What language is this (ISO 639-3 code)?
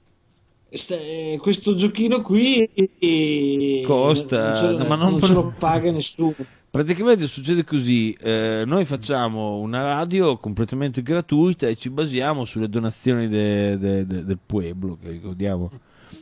ita